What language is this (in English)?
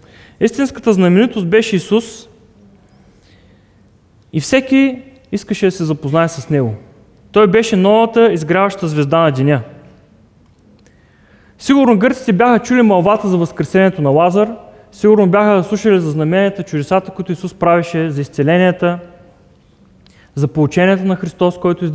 Bulgarian